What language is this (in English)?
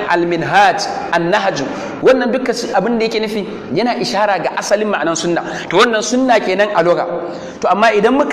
Hausa